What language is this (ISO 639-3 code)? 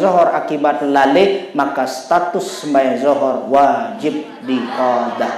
sas